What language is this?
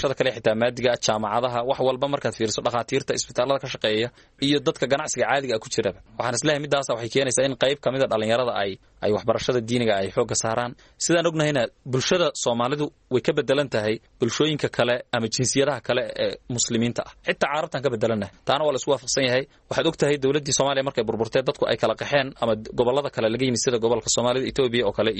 Somali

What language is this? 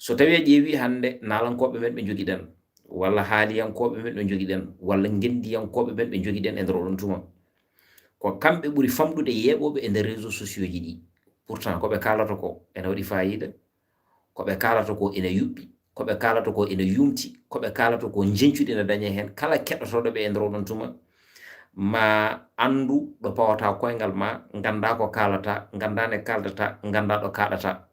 Fula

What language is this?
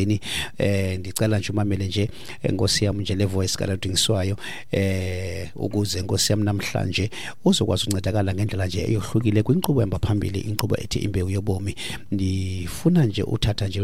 Xhosa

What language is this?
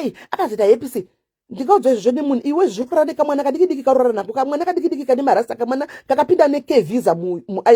Shona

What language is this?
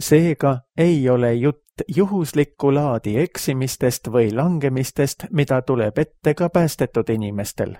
Estonian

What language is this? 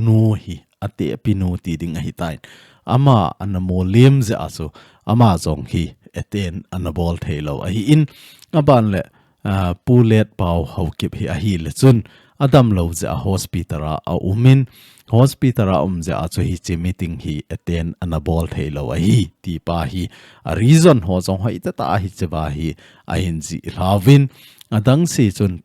Thado Chin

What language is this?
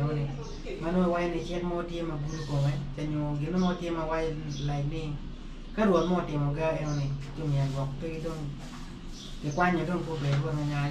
Acoli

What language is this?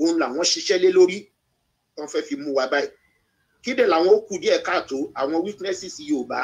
Yoruba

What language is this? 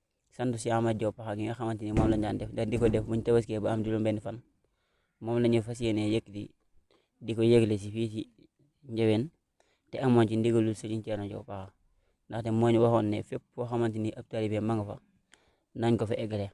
Wolof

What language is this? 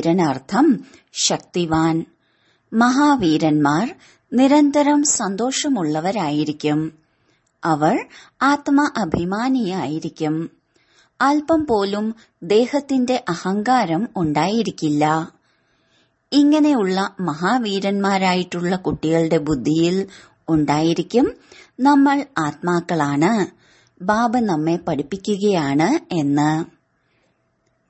Malayalam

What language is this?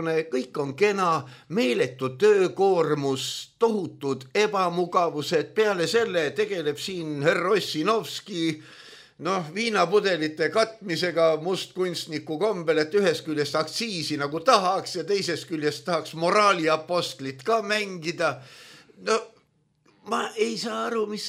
Estonian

